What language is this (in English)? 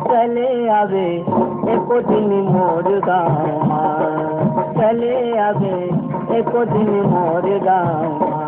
Chhattisgarhi